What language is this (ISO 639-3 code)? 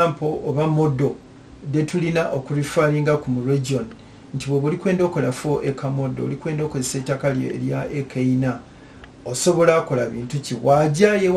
lug